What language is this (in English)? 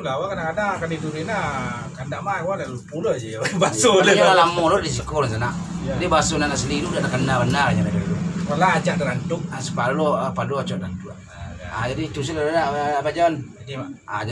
Minangkabau